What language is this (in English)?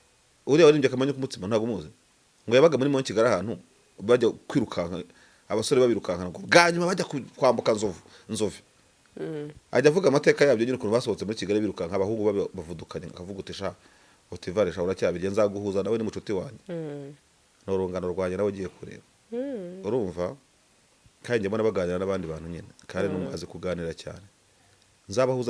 Kinyarwanda